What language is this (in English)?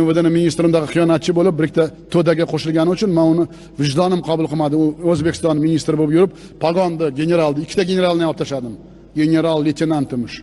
Uzbek